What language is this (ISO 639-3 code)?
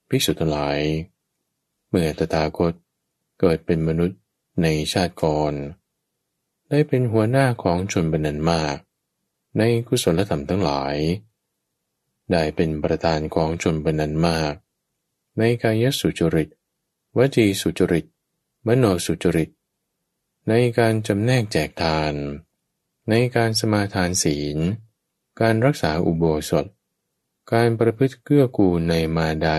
tha